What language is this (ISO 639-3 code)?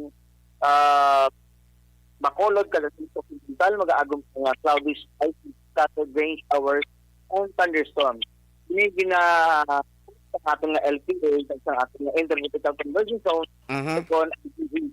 hil